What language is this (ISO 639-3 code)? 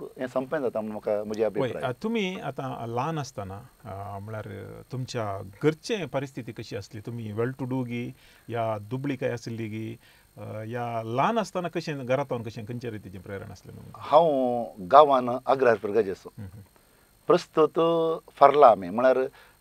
kok